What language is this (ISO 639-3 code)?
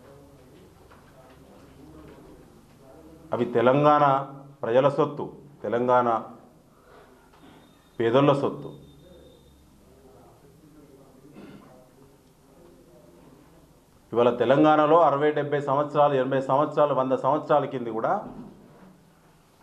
tel